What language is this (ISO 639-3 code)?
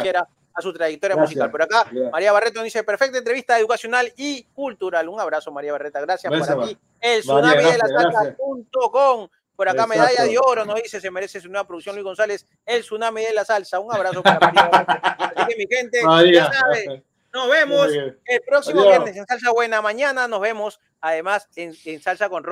spa